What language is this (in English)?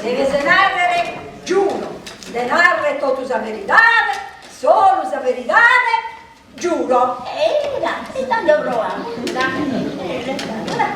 Sardinian